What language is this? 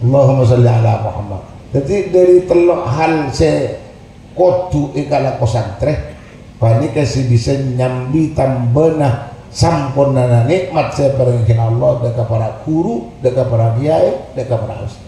Madurese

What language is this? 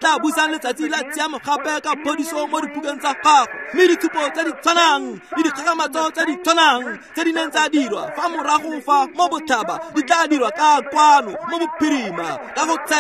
Tswana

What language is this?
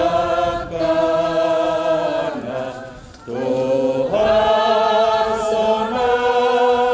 Batak Toba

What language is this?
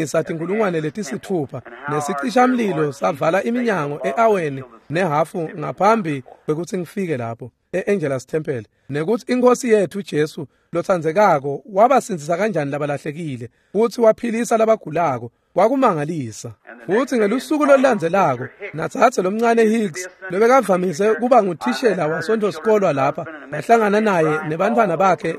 Swati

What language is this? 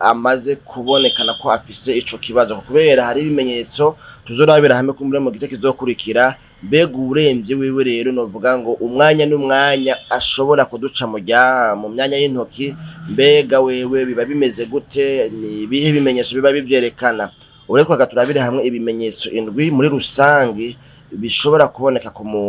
Rundi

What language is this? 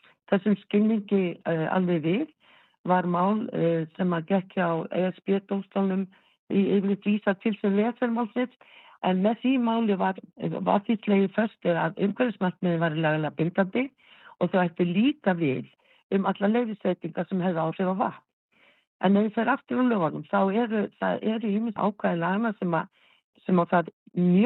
Icelandic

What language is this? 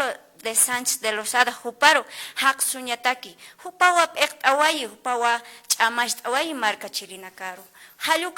Aymara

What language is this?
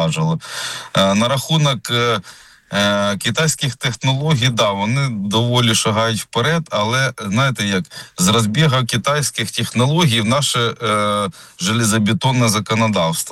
Ukrainian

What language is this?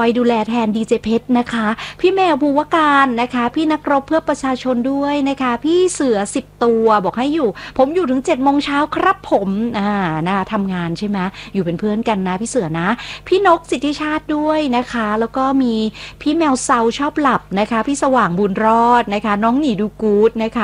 Thai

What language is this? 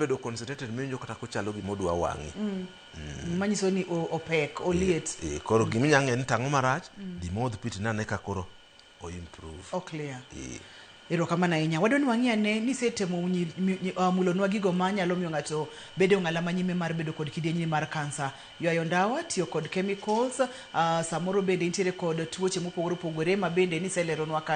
Luo (Kenya and Tanzania)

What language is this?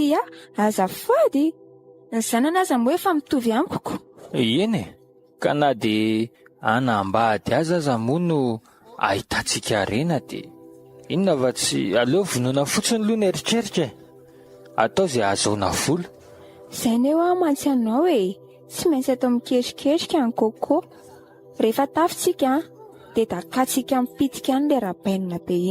Malagasy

